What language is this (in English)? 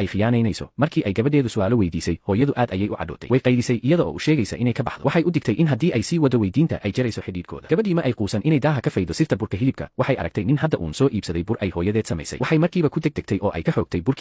Somali